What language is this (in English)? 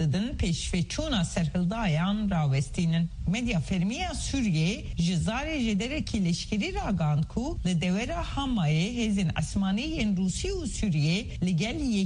Kurdish